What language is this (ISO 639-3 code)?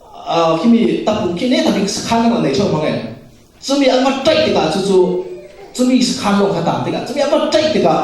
cfm